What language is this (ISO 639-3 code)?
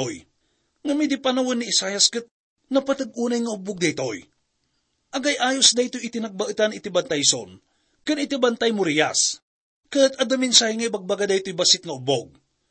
ilo